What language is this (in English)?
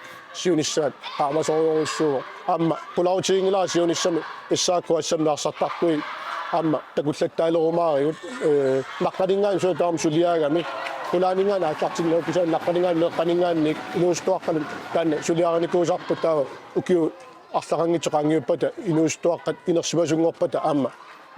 Kalaallisut